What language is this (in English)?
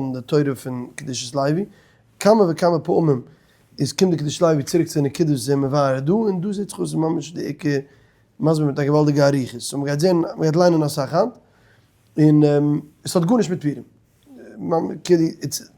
Yiddish